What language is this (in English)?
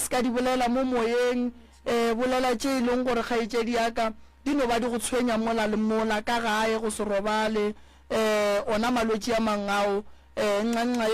Northern Sotho